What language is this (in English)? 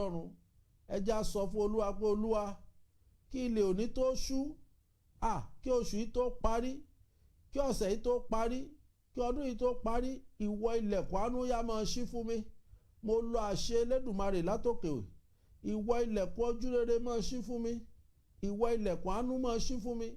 Yoruba